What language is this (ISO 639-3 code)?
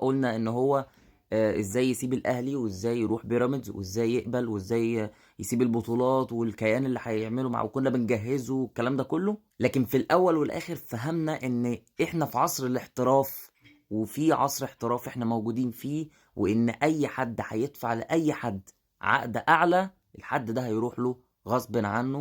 arz